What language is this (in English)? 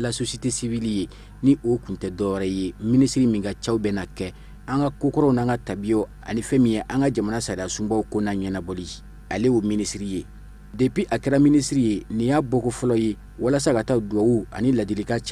Bambara